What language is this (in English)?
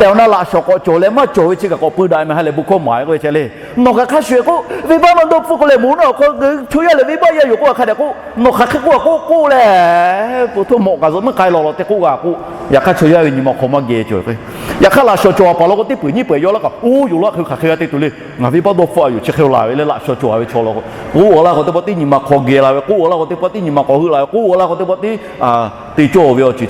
Lahu